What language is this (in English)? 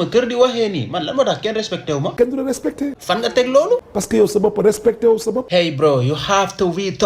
Wolof